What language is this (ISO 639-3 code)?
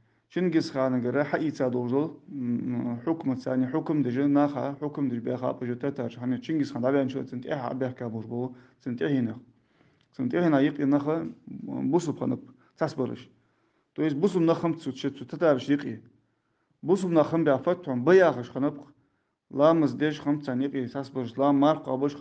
inh